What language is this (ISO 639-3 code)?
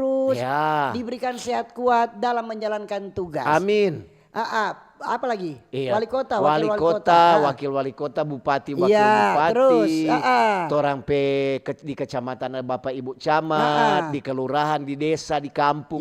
xmm